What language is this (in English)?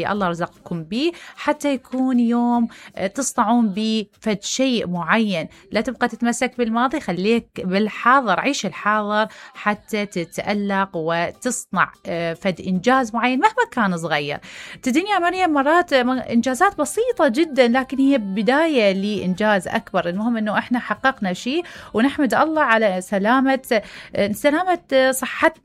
Mesopotamian Arabic